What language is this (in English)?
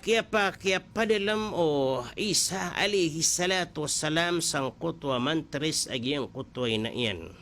Maranao